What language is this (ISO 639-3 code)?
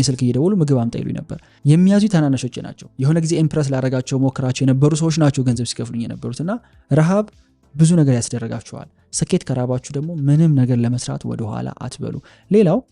amh